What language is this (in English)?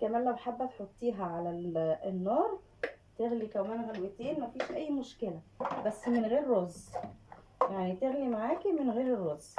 Egyptian Arabic